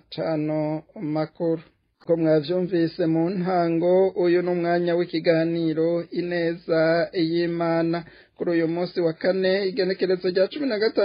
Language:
Rundi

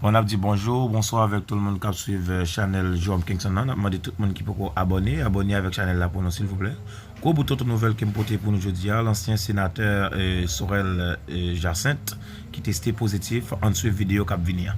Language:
Haitian Creole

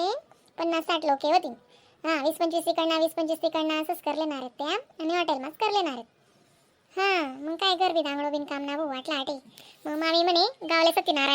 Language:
Khandesi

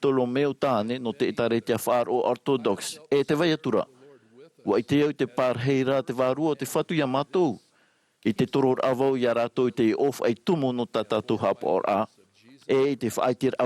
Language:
Tahitian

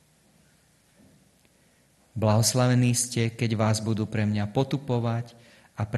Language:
Slovak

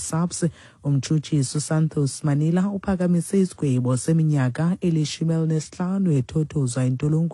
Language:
Xhosa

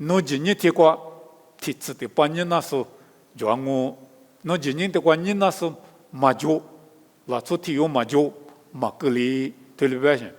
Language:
Lisu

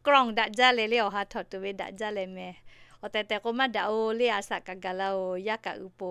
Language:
Lahu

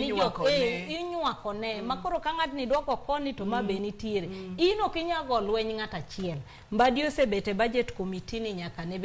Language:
Luo (Kenya and Tanzania)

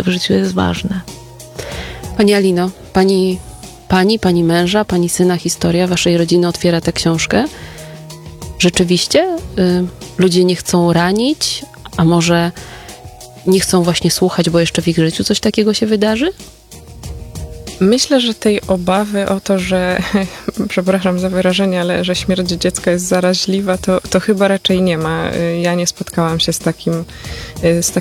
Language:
Polish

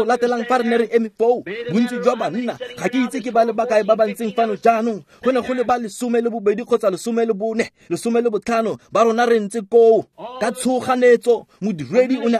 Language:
Tswana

